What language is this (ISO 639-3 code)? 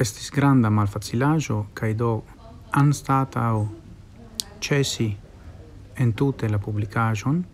epo